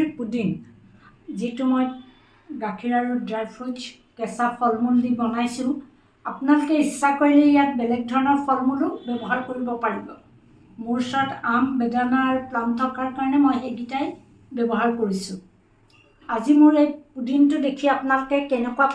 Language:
Assamese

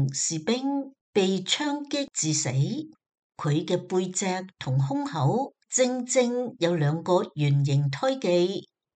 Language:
Cantonese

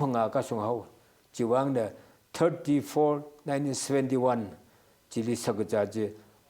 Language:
Tangkhul Naga (India)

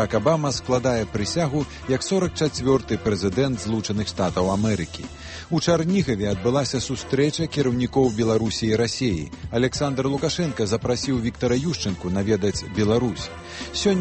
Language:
Belarusian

